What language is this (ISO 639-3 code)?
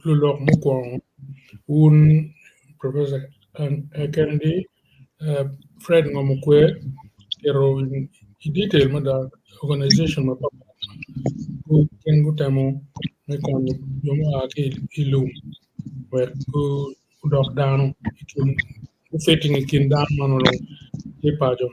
ach